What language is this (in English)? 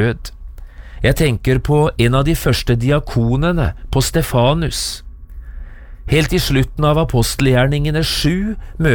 Norwegian